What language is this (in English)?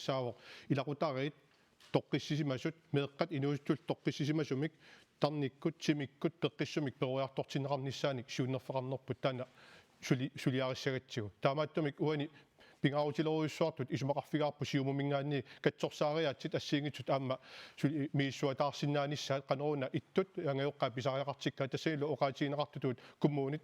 Kalaallisut